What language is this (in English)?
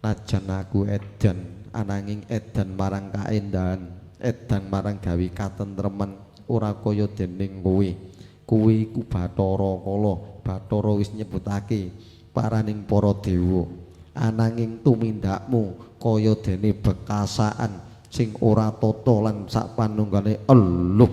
Javanese